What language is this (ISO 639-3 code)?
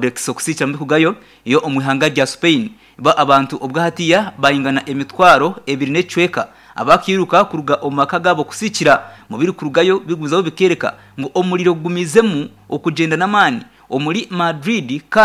nyn